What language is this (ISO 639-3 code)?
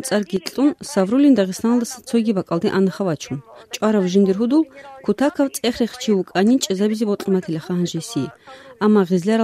ava